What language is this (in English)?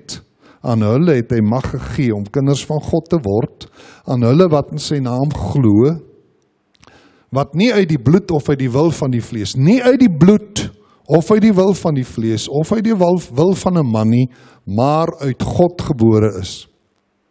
Afrikaans